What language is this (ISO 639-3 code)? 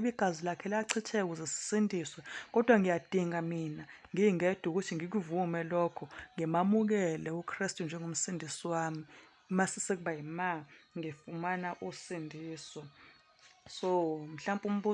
zul